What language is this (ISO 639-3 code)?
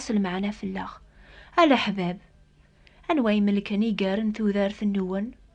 kab